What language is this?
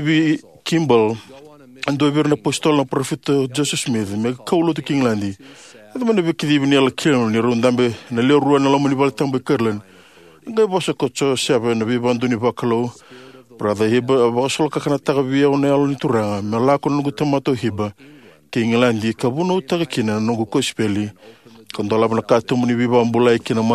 Fijian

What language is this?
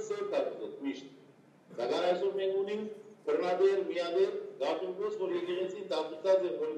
Western Armenian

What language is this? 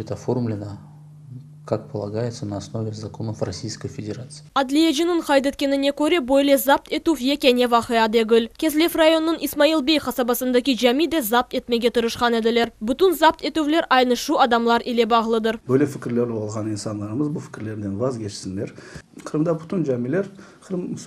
Crimean Tatar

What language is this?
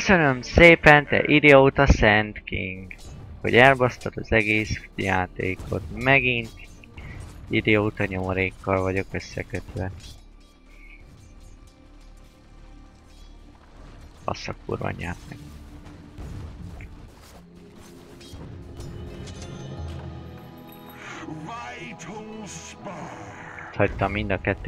Hungarian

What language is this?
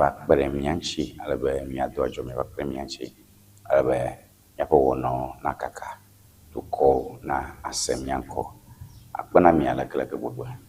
Ewe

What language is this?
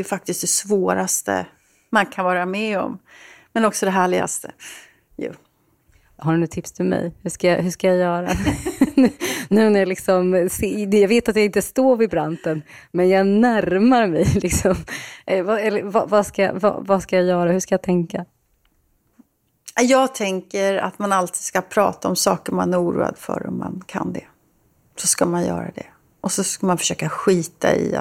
Swedish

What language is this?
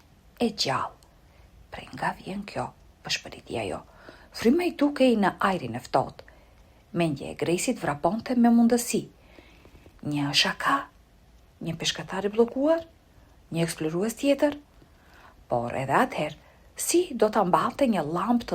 Albanian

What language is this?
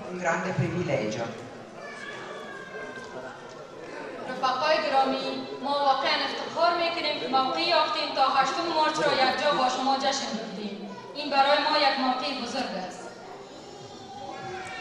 Persian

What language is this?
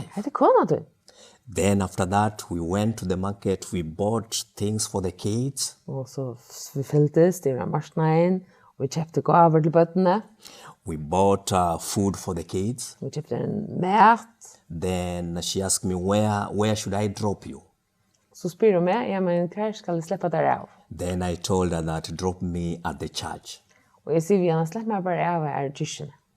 Faroese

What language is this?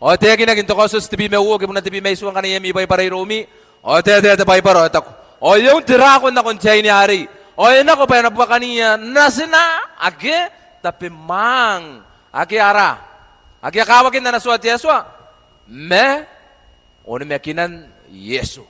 Gilbertese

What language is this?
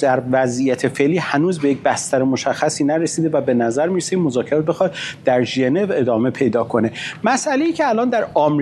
Persian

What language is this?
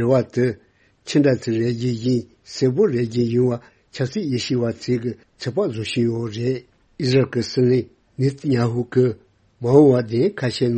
Tibetan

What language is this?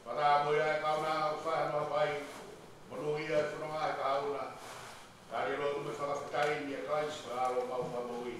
Tongan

